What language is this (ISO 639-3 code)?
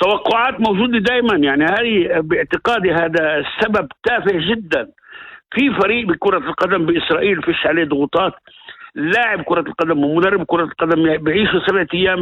apc